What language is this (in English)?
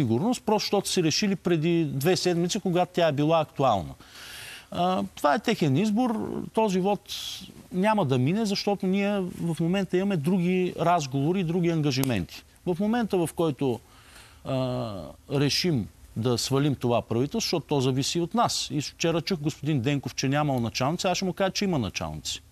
Bulgarian